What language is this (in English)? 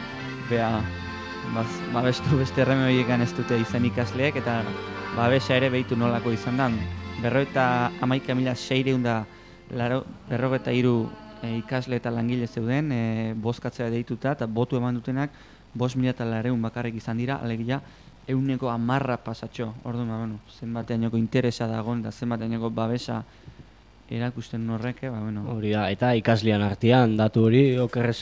Basque